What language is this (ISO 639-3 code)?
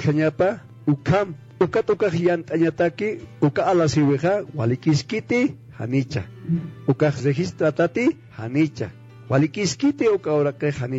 aym